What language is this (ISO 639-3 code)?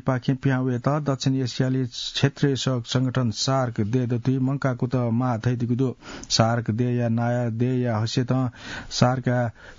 new